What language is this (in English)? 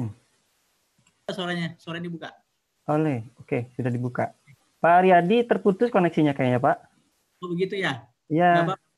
Indonesian